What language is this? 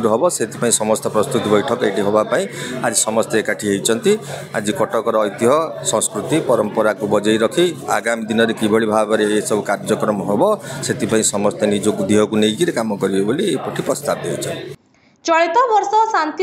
Odia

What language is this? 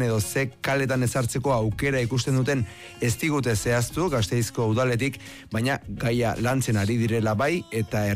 Basque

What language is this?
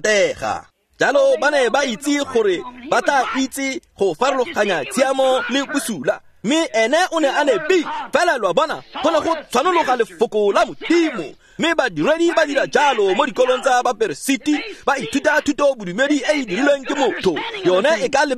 Tswana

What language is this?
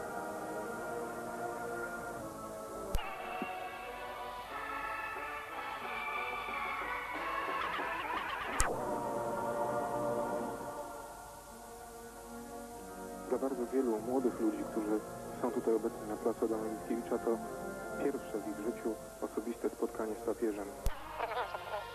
Polish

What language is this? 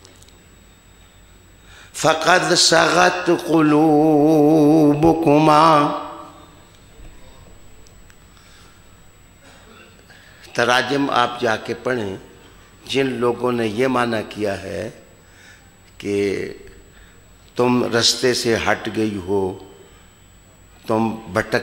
Urdu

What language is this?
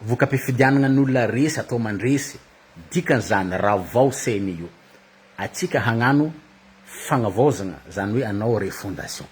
Malagasy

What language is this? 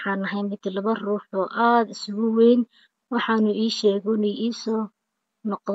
Somali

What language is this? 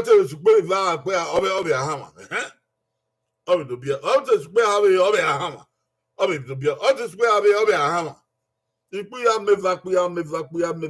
Bini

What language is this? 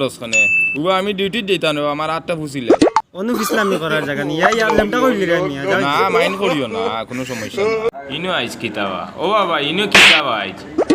Sylheti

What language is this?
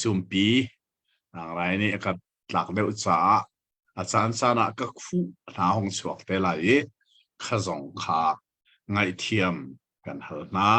Hakha Chin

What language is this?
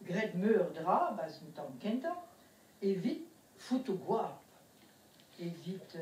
Breton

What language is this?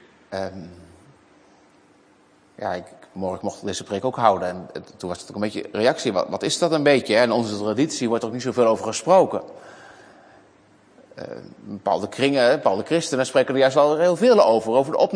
Dutch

